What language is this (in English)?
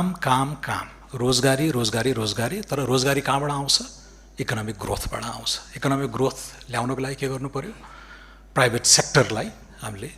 Nepali